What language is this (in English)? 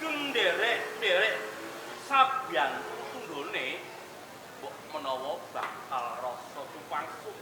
Javanese